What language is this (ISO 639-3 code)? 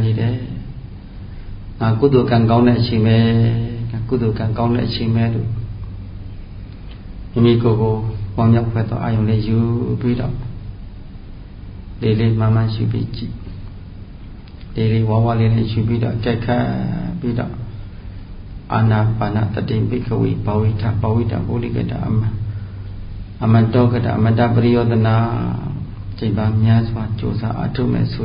mya